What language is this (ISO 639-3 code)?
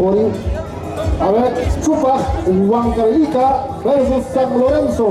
quy